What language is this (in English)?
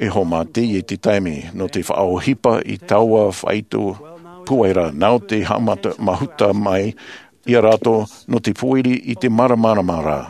Tahitian